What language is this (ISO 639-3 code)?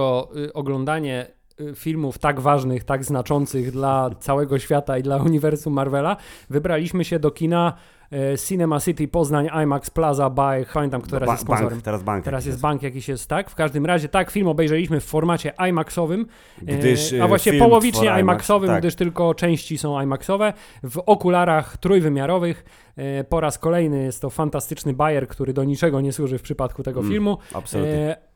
pol